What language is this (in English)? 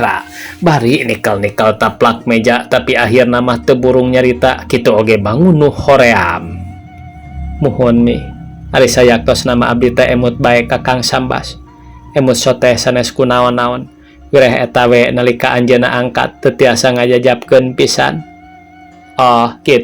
Sundanese